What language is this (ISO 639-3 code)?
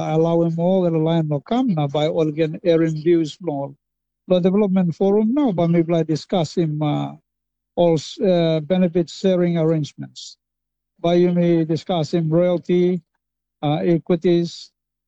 tpi